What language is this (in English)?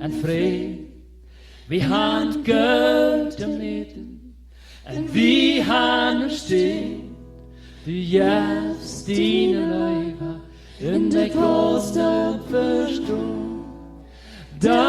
Plautdietsch